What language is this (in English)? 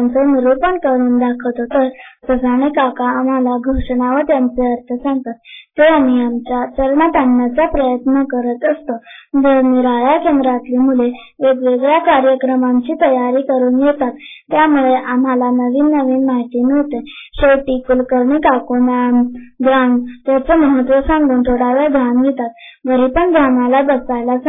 Marathi